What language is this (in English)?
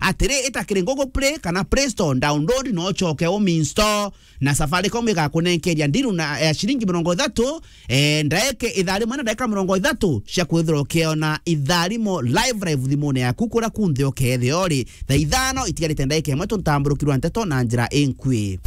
Meru